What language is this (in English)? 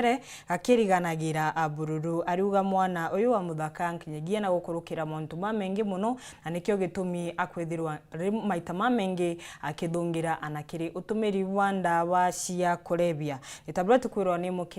Meru